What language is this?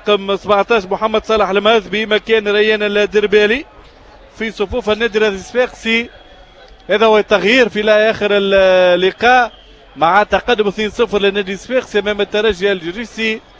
Arabic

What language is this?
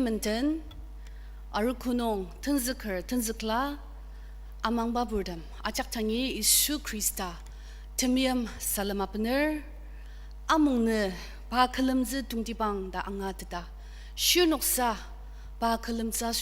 Ao Naga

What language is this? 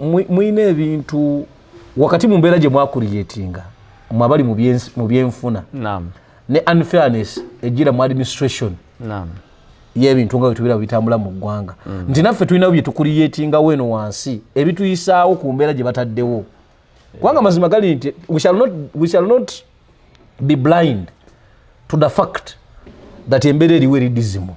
Ganda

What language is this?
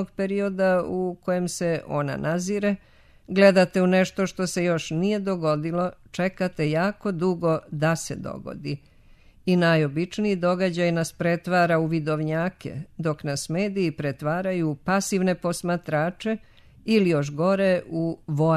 Serbian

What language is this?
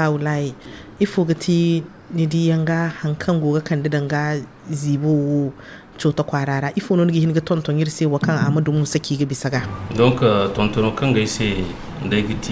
Zarma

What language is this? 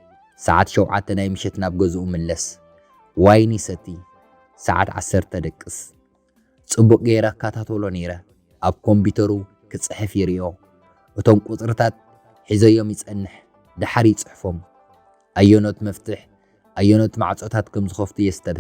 Tigrinya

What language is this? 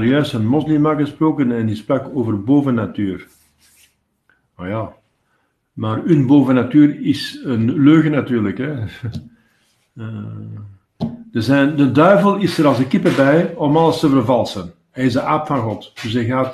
Dutch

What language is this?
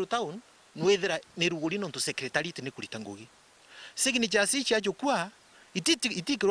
Meru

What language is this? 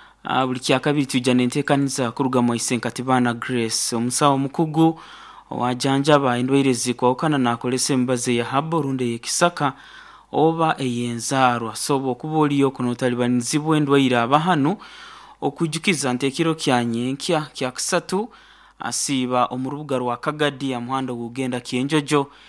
Nyoro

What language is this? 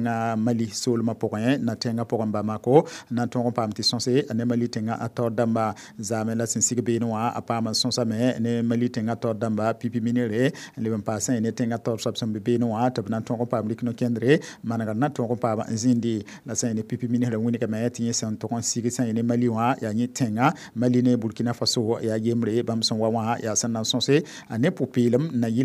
Mossi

